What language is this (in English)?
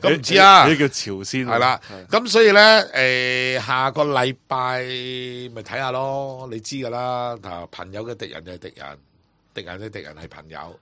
Cantonese